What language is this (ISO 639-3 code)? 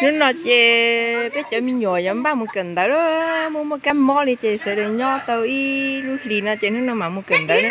hmn